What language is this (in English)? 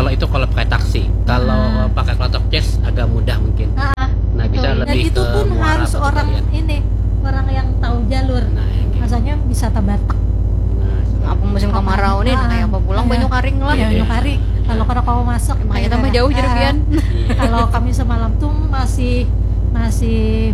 Banjar